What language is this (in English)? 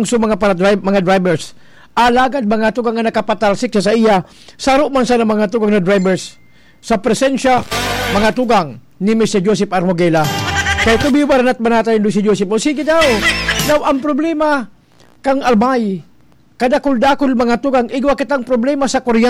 Bikol